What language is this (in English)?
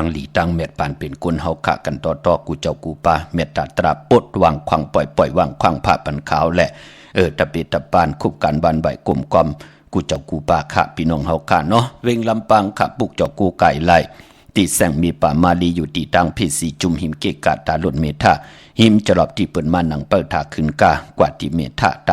Shan